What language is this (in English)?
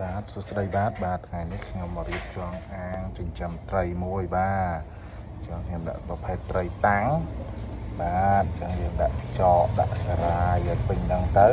Khmer